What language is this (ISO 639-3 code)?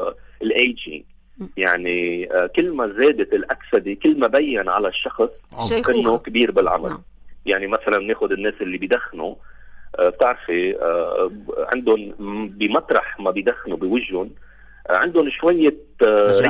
apc